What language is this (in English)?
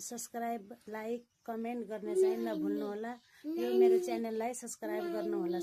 Nepali